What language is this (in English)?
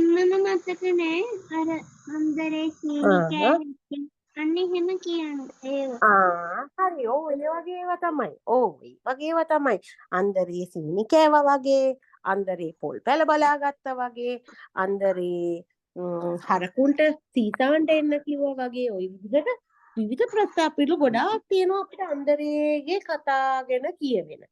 Sinhala